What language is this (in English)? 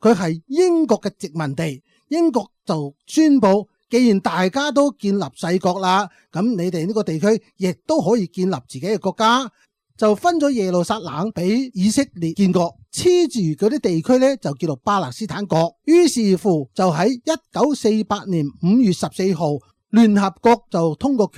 Cantonese